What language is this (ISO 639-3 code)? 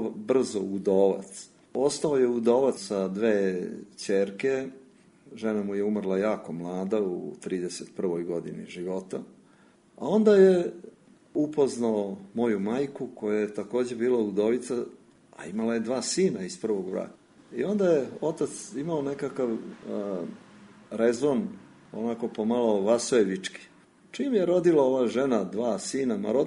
srp